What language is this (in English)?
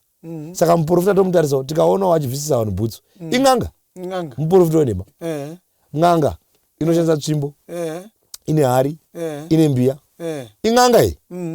Shona